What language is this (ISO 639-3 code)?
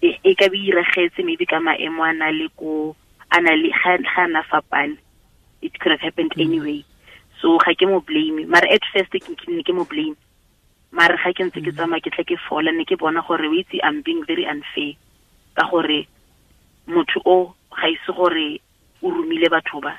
tsn